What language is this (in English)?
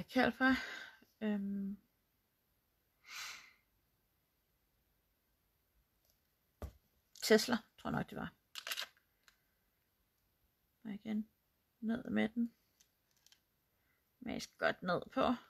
Danish